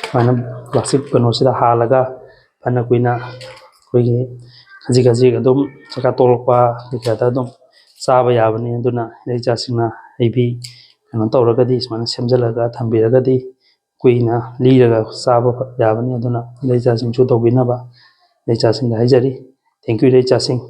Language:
Manipuri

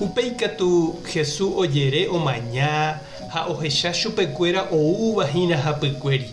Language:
Guarani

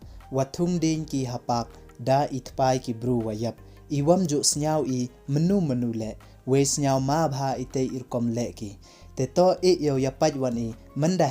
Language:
Pnar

